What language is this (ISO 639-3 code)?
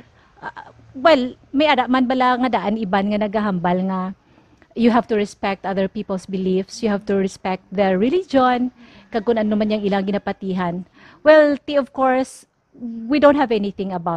hil